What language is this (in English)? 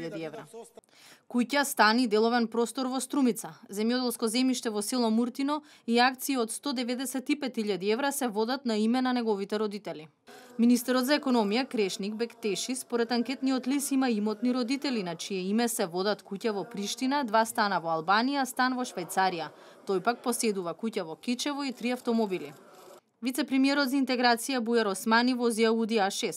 Macedonian